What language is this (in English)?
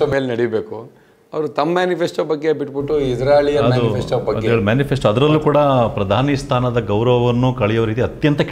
Kannada